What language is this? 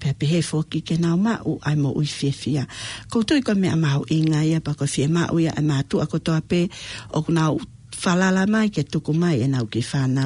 Tongan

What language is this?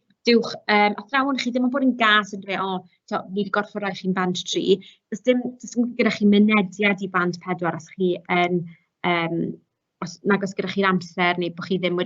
Welsh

